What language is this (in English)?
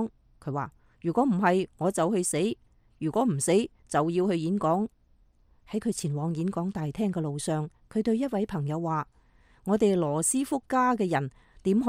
Cantonese